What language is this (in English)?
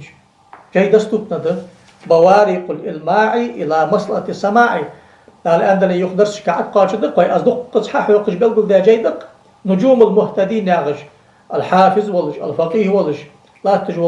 Ingush